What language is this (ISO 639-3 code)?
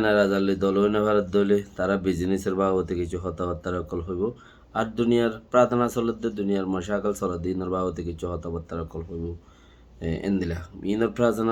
rhg